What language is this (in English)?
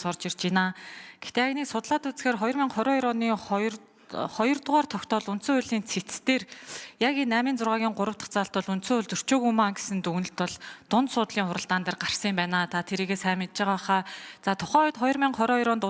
Mongolian